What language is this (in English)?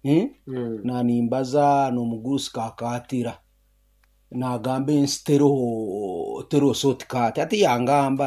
Nyoro